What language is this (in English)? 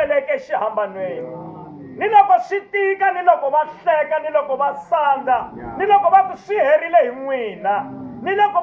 Tsonga